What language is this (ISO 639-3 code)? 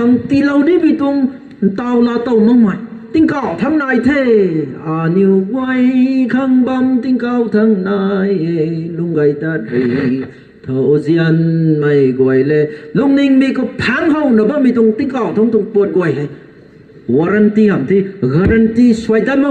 nbu